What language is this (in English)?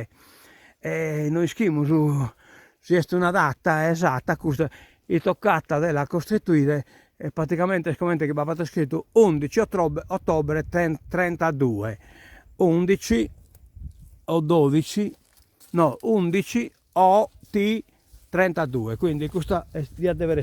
Sardinian